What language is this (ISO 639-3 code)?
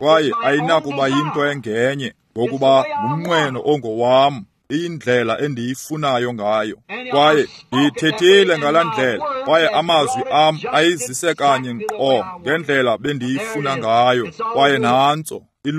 xho